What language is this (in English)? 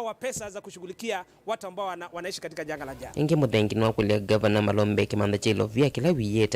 Kamba